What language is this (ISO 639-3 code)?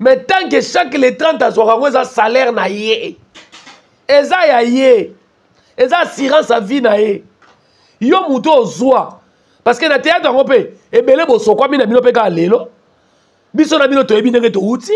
lin